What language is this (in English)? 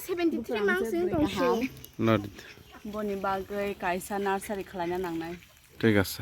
Kok Borok